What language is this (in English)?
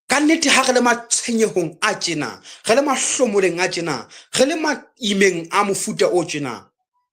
Southern Sotho